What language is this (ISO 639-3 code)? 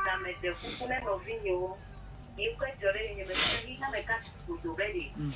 ewe